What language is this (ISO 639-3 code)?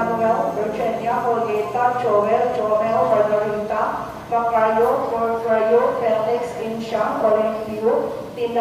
ceb